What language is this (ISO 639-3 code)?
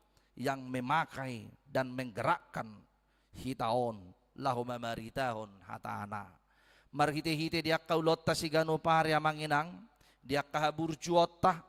bbc